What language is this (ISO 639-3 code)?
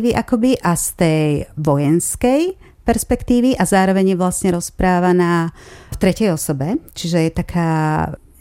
slk